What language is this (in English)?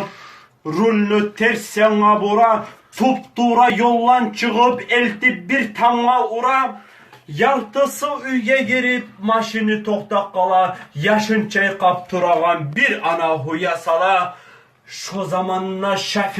Kumyk